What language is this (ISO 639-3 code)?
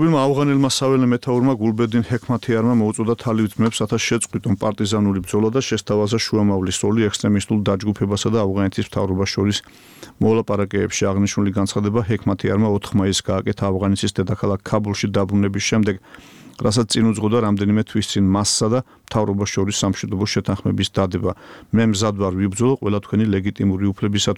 kat